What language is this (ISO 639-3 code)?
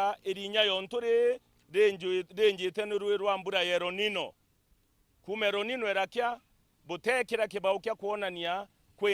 mer